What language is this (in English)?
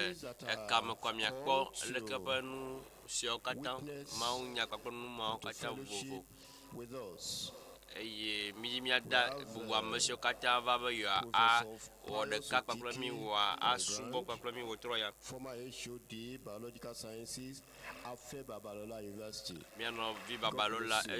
Ewe